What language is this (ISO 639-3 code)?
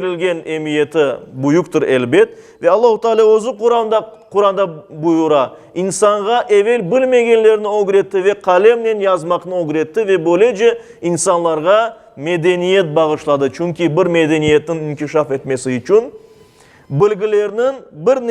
crh